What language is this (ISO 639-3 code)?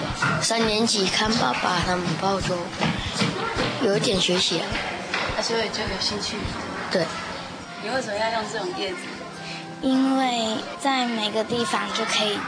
zho